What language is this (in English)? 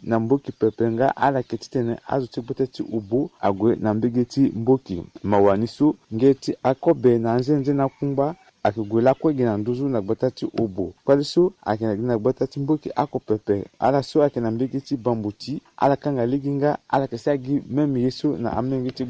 Sango